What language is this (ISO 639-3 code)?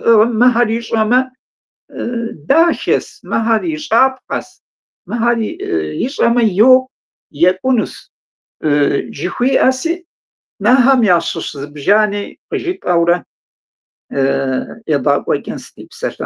kbd